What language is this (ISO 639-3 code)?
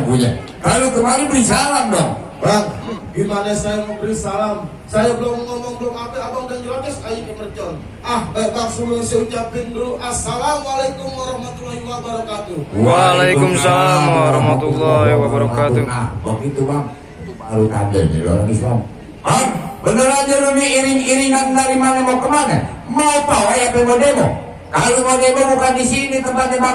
bew